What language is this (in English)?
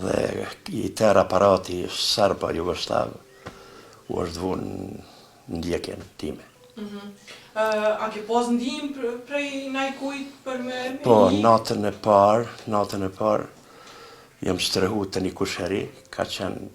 Albanian